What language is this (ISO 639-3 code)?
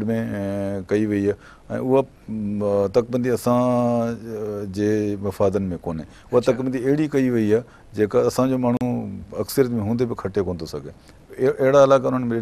snd